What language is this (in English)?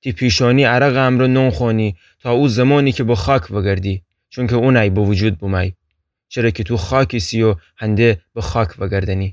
Gilaki